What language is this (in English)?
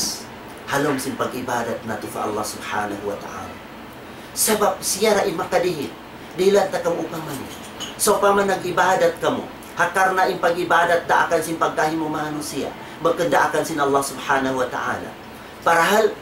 Tausug